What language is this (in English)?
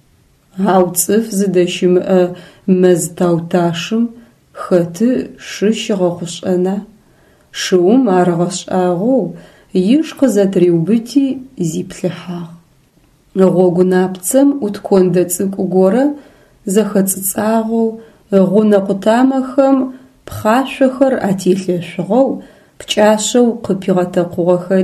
Adyghe